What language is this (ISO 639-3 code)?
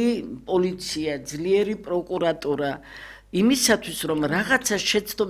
kat